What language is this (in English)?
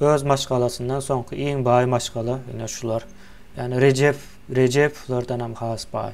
Turkmen